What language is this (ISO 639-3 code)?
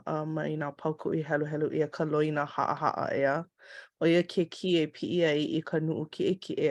haw